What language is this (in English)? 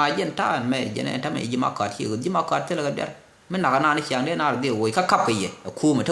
Nuer